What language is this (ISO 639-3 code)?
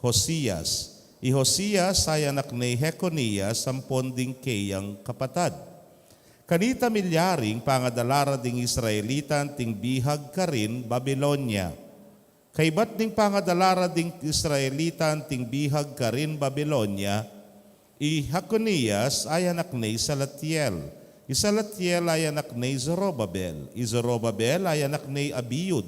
pam